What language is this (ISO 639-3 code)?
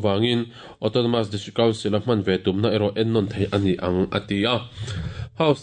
lus